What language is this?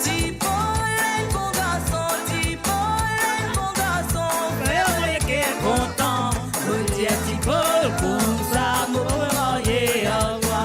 Morisyen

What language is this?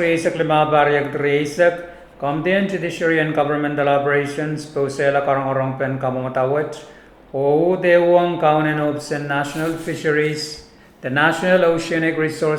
Pohnpeian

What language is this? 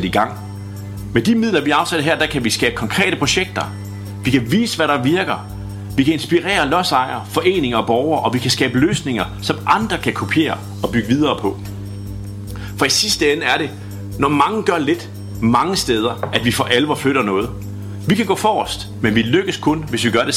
Danish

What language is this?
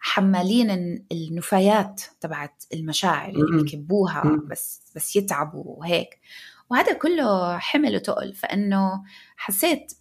North Levantine Arabic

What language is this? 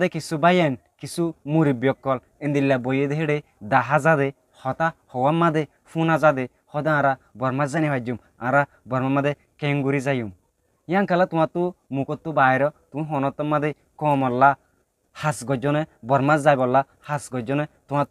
Rohingya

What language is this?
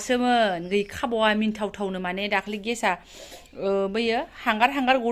Bodo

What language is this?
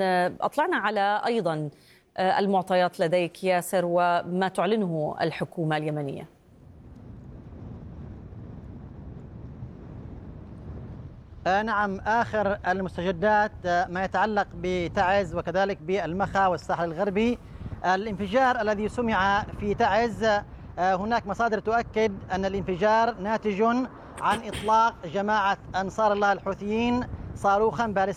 Arabic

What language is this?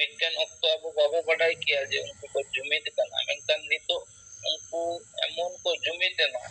Santali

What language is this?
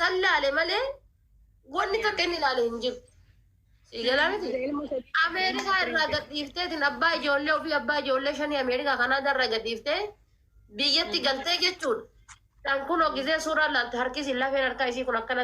Oromo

